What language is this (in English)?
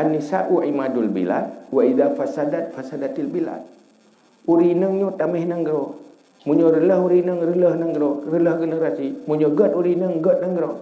Achinese